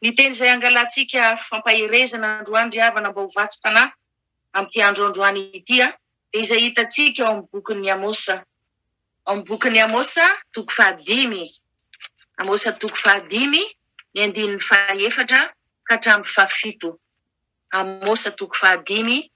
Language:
Malagasy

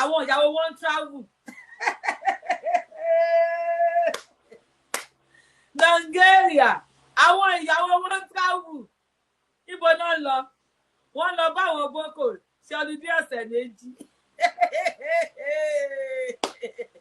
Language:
Yoruba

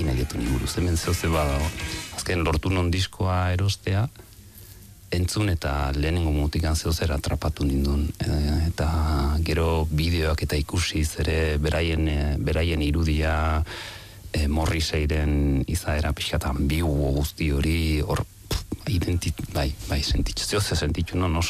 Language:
Basque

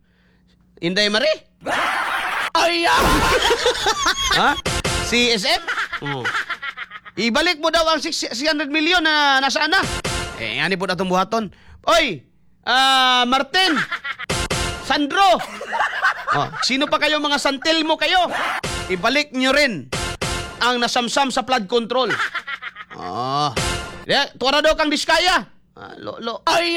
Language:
Filipino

